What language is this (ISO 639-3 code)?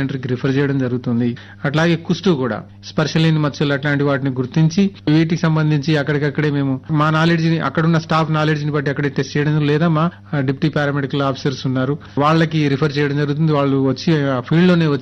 tel